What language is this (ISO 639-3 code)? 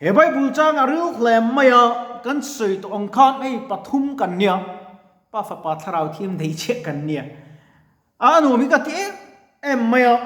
lus